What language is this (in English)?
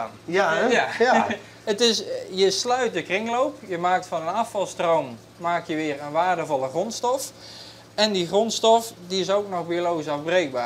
Western Frisian